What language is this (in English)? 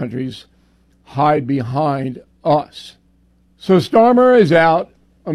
English